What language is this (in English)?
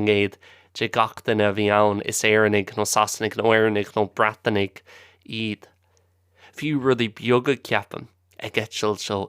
Irish